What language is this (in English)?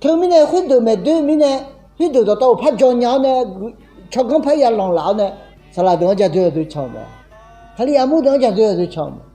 Akha